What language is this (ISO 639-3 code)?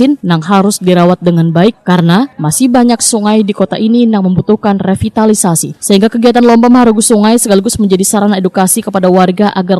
bjn